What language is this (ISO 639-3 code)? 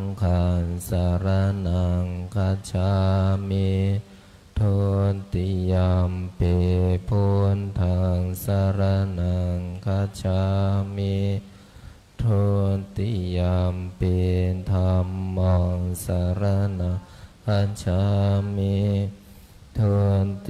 pli